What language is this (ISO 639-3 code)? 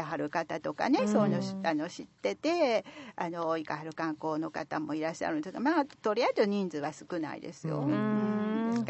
jpn